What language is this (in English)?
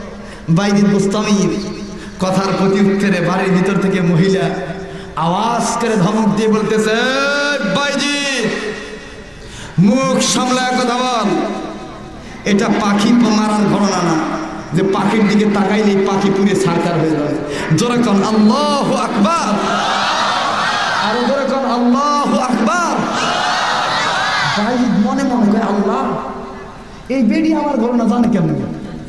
Bangla